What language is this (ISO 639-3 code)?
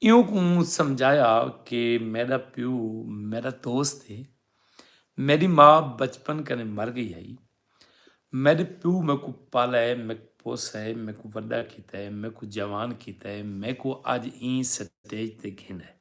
skr